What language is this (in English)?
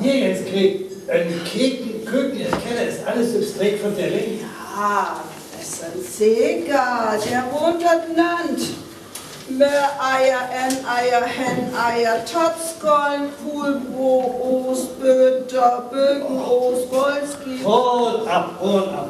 Northern Frisian